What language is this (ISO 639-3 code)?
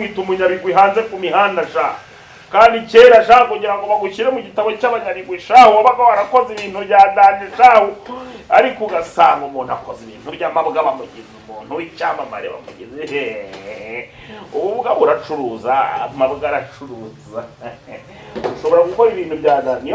kin